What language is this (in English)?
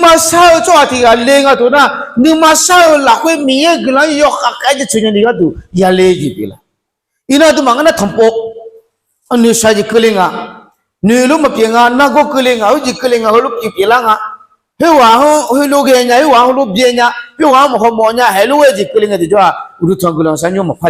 Akha